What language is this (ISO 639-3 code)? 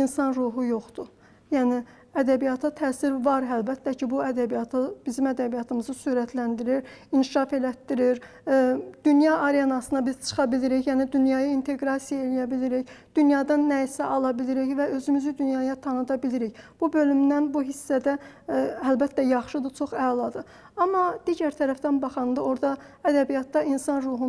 aze